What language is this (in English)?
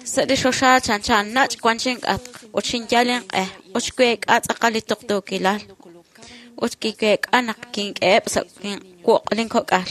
Kekchí